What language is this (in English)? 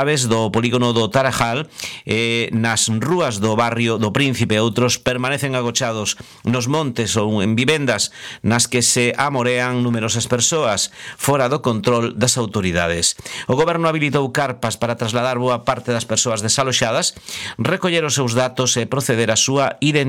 Galician